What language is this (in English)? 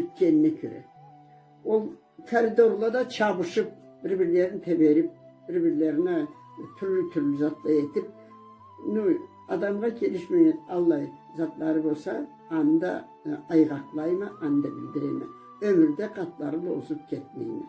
Karachay-Balkar